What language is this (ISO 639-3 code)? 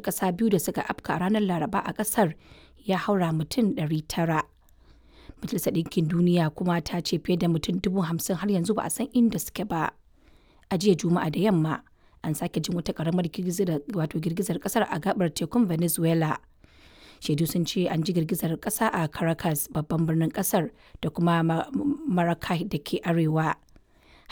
hau